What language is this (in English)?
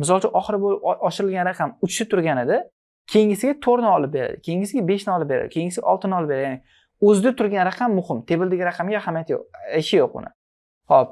Uzbek